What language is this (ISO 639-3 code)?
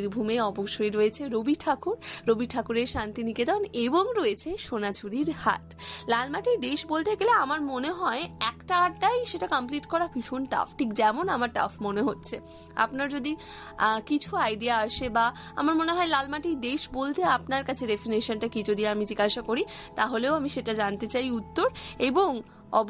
ben